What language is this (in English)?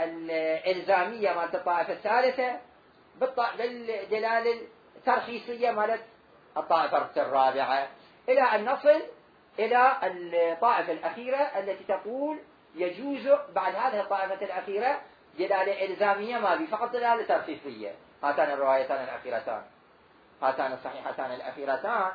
Mesopotamian Arabic